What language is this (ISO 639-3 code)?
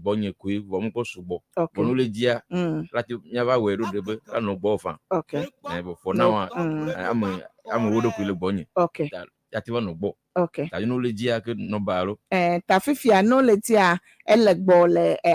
ewe